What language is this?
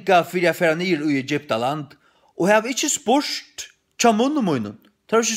Faroese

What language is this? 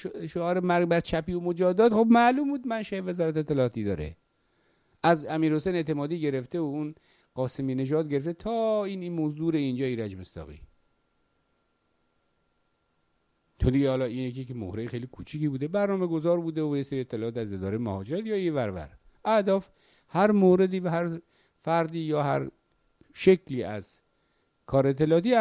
Persian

